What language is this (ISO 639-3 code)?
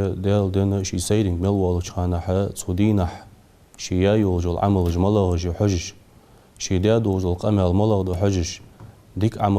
inh